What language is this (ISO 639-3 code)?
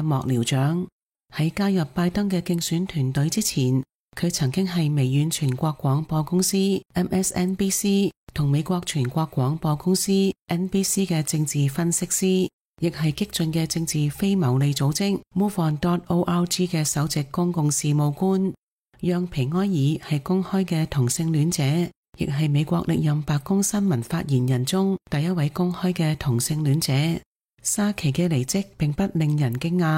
yue